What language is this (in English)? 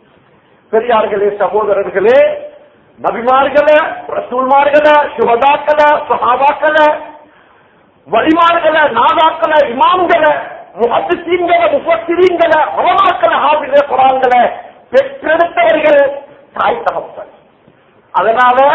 Tamil